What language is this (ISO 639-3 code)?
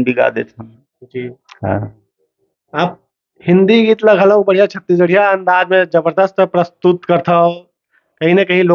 hne